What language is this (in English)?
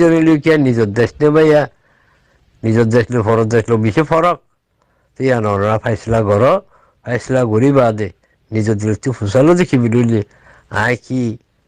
Rohingya